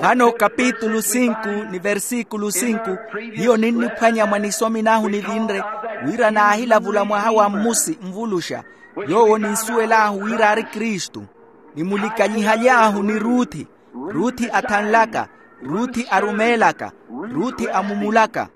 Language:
Makhuwa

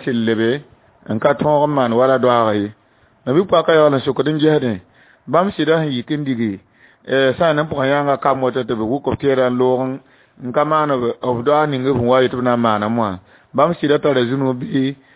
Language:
Mossi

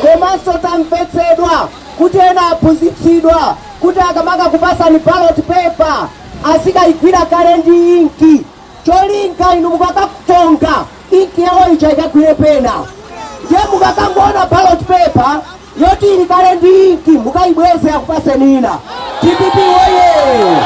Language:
Nyanja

